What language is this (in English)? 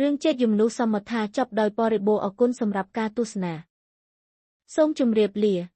Khmer